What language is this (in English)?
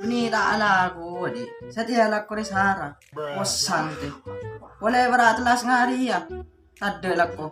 Madurese